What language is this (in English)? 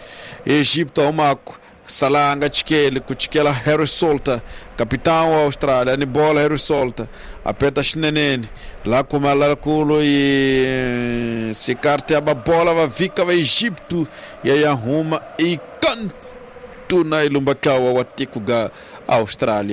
Tsonga